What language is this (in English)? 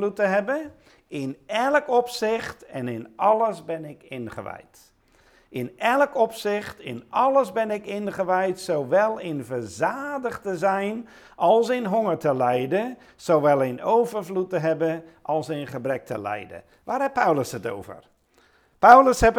Dutch